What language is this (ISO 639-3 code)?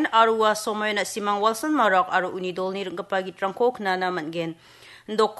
grt